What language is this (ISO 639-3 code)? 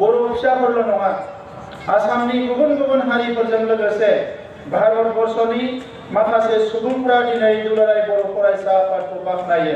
brx